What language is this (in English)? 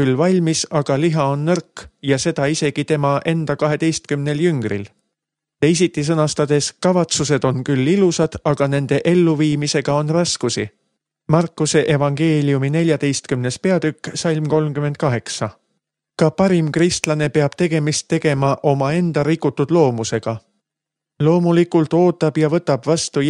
Estonian